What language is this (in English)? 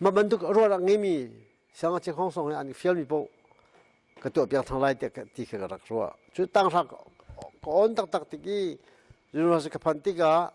Hakha Chin